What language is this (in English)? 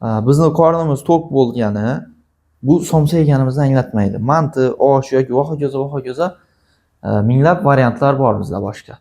Uzbek